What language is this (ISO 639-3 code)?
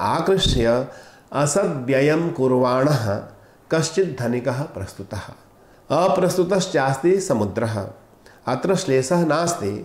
san